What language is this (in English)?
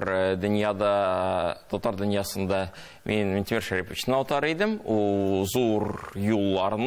Tatar